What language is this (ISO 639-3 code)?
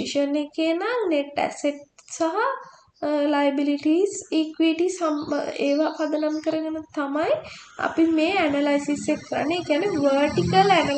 sin